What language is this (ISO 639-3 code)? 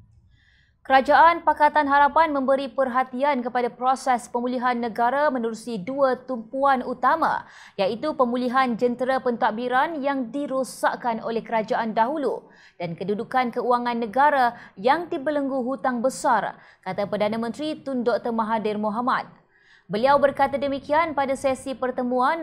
msa